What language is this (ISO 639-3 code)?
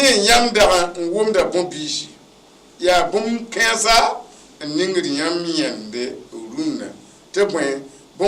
mos